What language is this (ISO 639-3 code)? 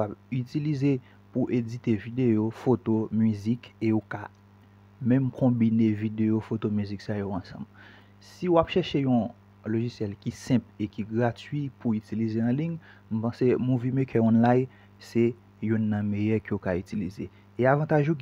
hat